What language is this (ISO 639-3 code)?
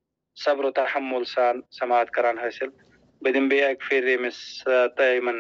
kas